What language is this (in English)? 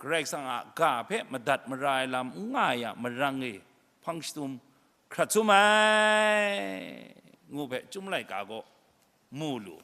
Kachin